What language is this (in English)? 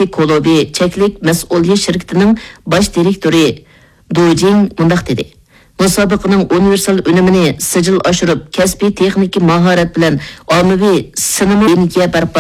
Uyghur